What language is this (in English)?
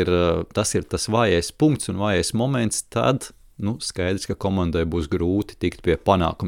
Latvian